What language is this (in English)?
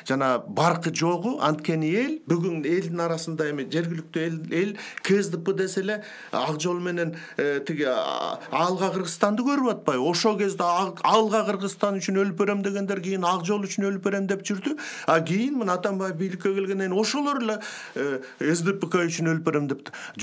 Kyrgyz